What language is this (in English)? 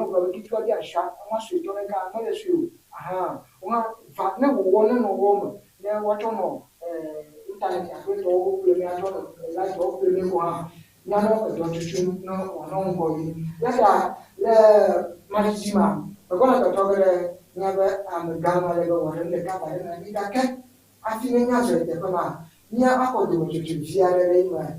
Ewe